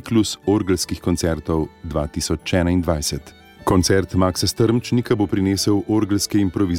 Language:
Slovenian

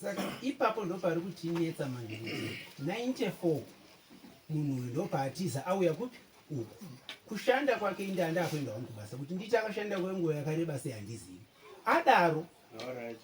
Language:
Shona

